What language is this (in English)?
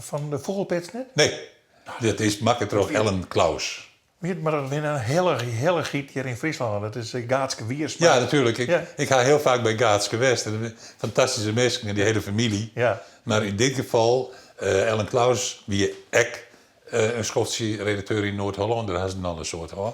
Western Frisian